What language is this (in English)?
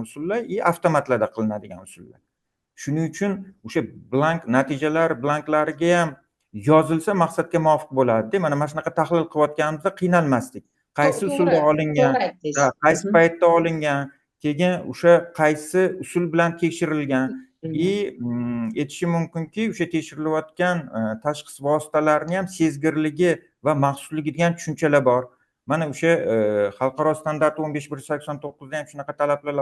Uzbek